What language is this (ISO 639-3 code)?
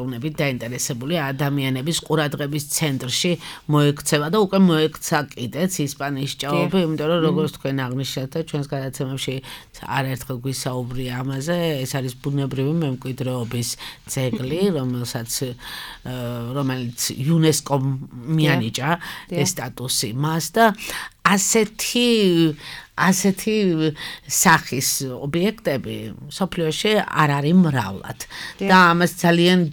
kat